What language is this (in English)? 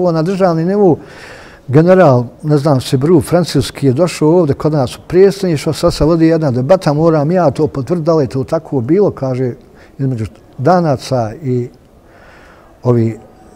Bosnian